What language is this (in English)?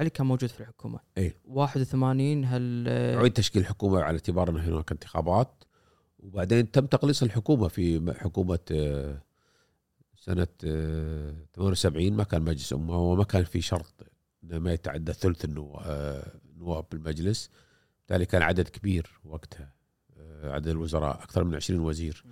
Gulf Arabic